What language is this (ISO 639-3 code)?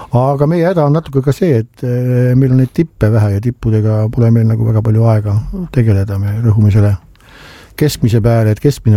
est